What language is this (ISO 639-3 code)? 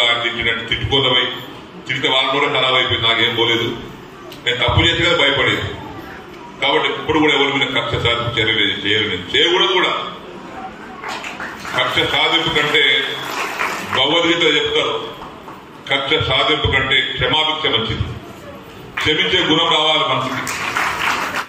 tel